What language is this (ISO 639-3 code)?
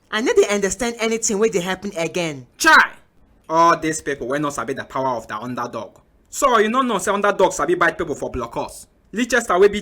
pcm